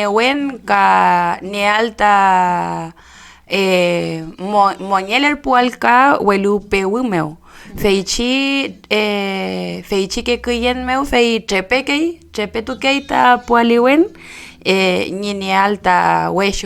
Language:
Mapuche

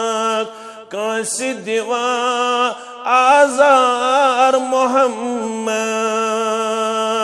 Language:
Kashmiri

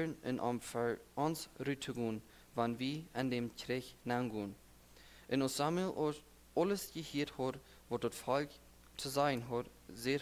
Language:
Plautdietsch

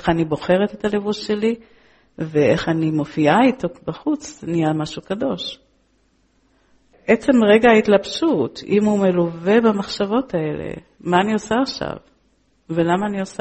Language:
Hebrew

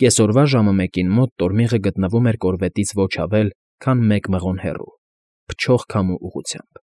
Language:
Armenian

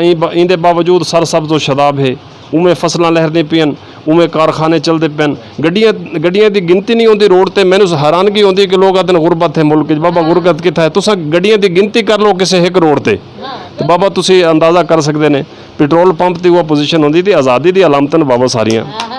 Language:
Saraiki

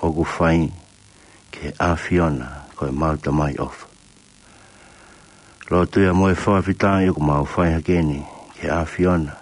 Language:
Tongan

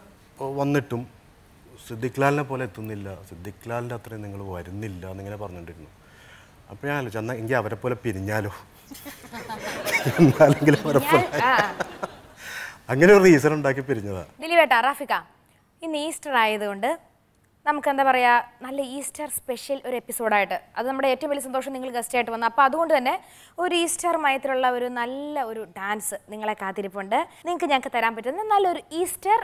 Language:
Malayalam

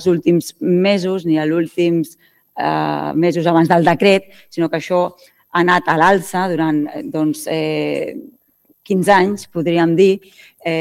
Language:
Catalan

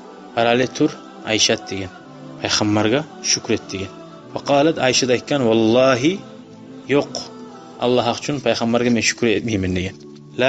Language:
Kumyk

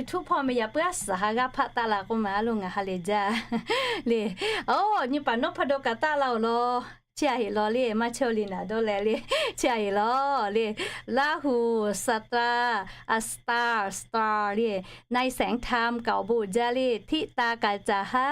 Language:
Lahu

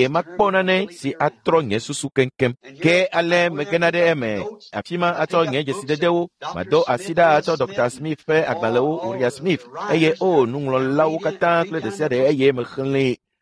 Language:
Ewe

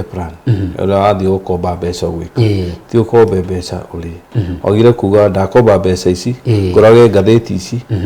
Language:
Kikuyu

